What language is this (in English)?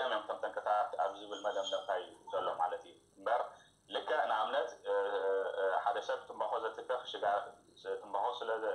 Tigrinya